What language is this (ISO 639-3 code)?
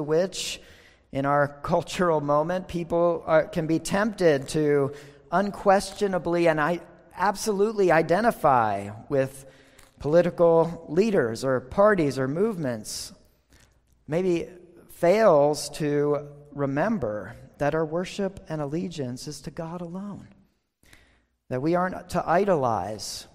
eng